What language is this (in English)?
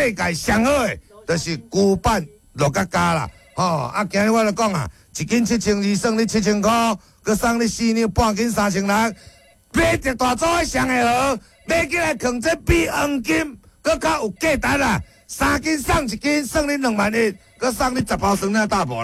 Min Nan Chinese